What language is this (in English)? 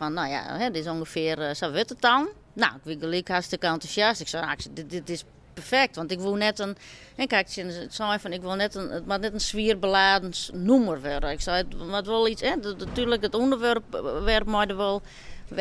Western Frisian